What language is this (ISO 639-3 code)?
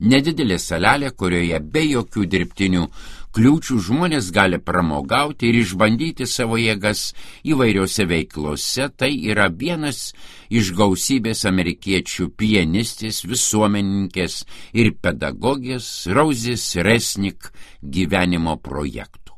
lit